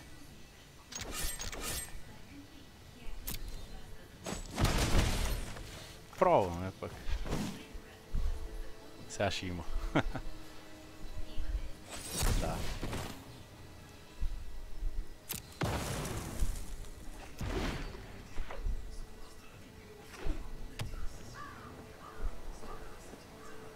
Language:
Bulgarian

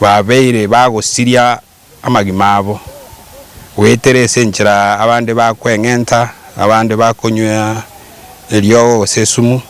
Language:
Gusii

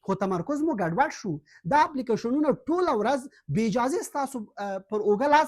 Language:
Pashto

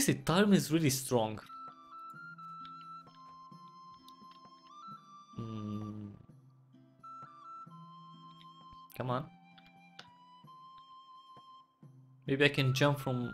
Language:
English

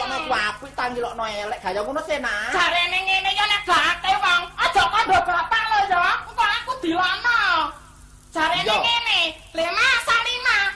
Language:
Javanese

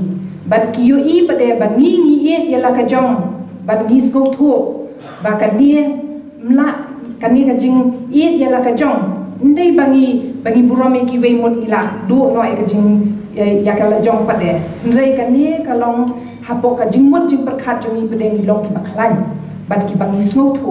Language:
Khasi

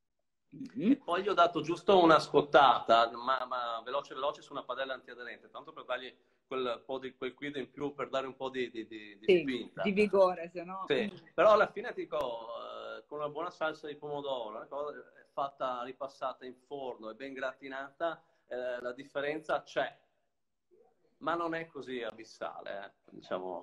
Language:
Italian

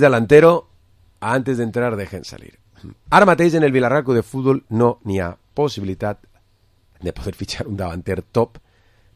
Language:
Catalan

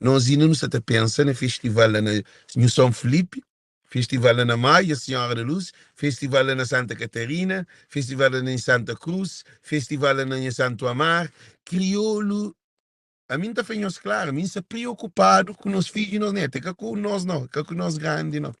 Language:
Kabuverdianu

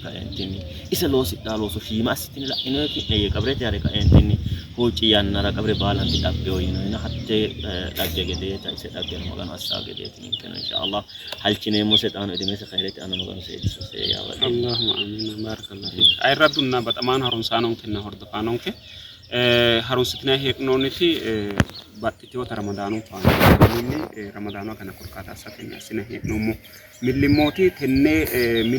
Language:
Sidamo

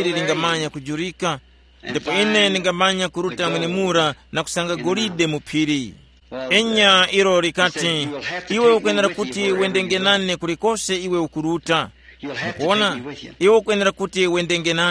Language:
Tumbuka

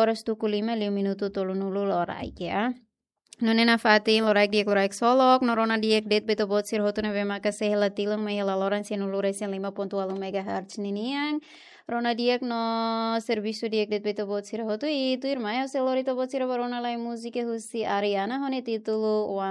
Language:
Tetum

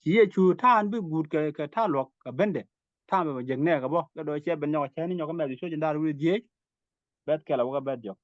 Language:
Nuer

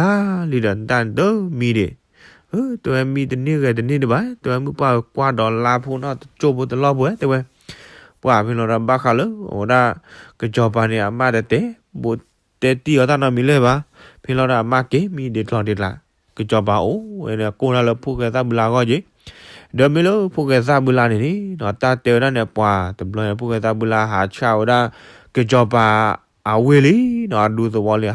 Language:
S'gaw Karen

